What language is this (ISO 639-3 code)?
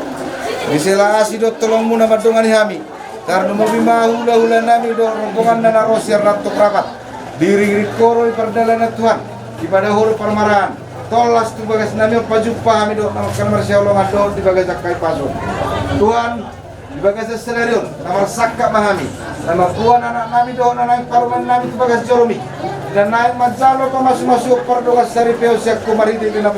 bbc